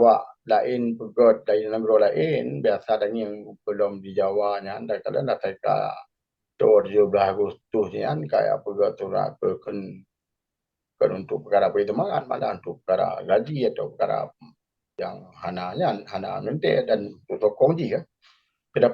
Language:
Achinese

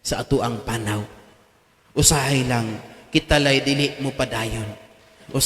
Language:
Cebuano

